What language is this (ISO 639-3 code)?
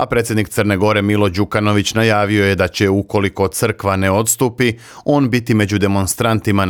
srp